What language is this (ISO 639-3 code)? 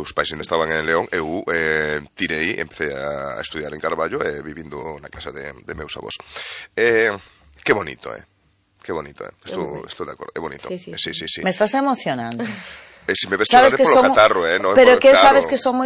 glg